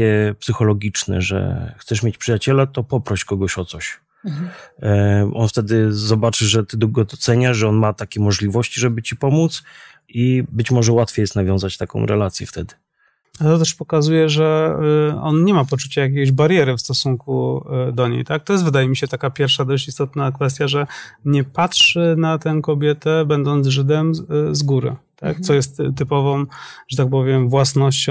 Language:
Polish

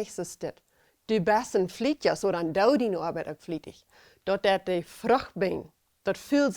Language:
Plautdietsch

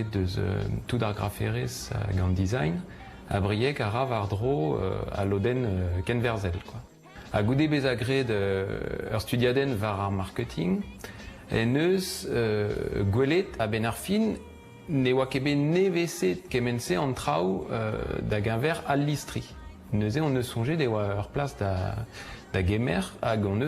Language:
Breton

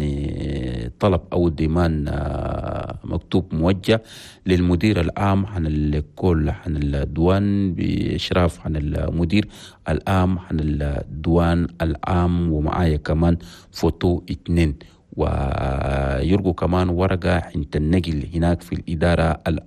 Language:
Chadian Arabic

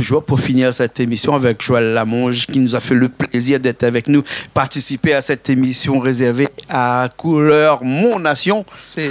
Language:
Réunion Creole French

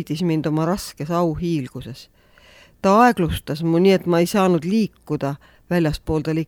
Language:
Estonian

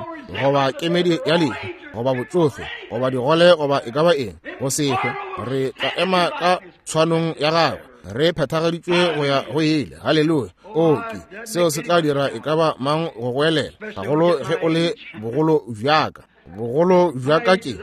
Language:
Northern Sotho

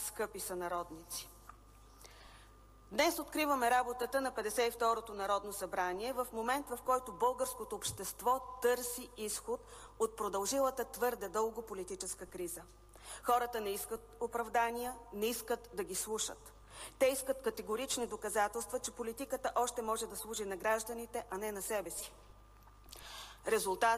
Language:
Bulgarian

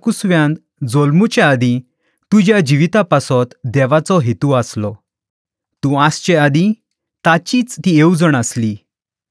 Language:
Konkani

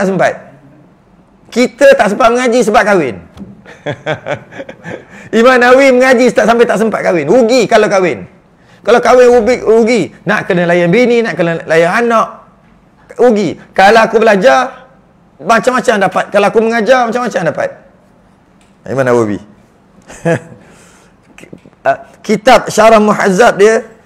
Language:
Malay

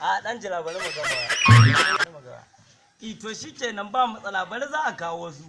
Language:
Hausa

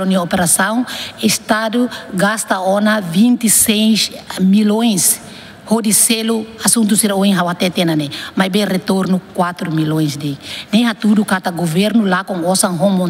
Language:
Tetum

